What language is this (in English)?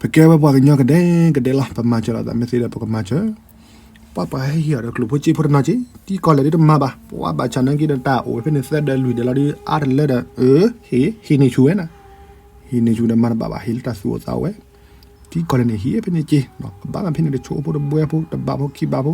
S'gaw Karen